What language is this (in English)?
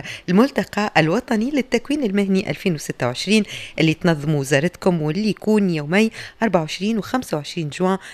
Tunisian Arabic